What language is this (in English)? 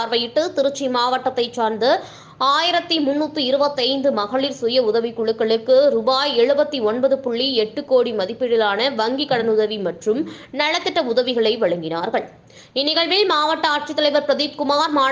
Tamil